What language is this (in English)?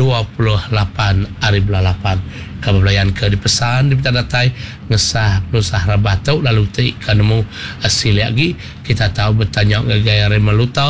Iban